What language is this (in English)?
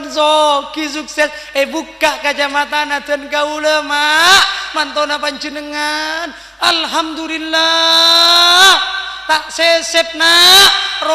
Madurese